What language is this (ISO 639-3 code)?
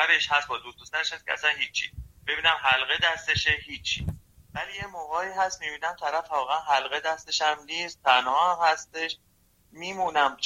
fas